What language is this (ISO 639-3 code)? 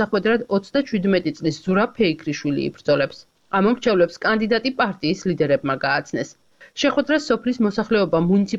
kat